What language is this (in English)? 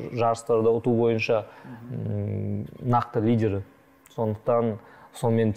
Kazakh